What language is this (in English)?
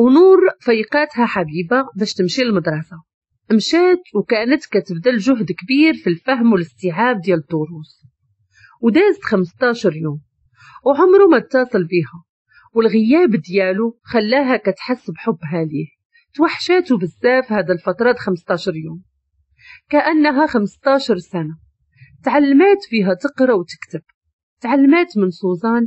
Moroccan Arabic